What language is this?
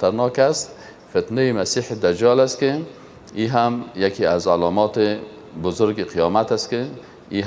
Persian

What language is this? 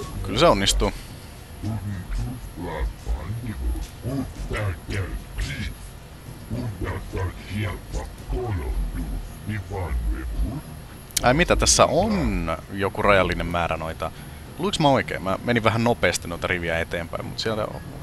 Finnish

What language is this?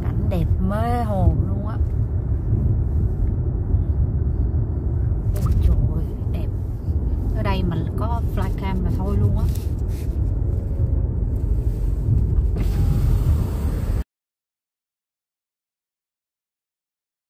Vietnamese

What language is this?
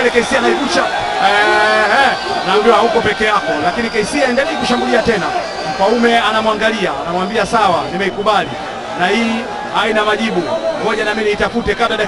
Swahili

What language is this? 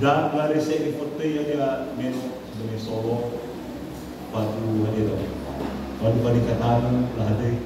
Nias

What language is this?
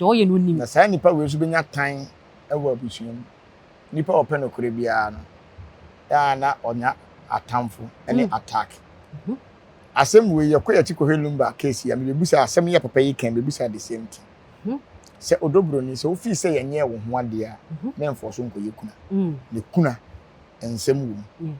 Akan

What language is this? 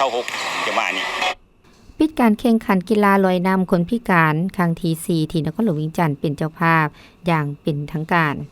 Lao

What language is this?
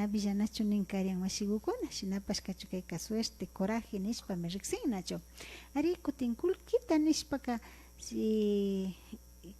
Imbabura Highland Quichua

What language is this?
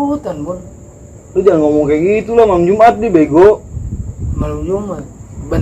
Betawi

